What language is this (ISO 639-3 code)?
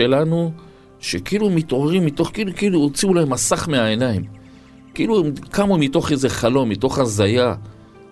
heb